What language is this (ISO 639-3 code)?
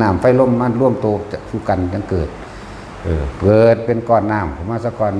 tts